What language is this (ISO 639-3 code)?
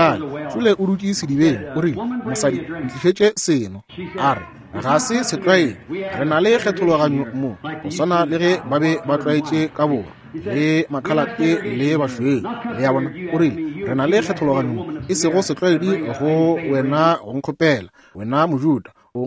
nso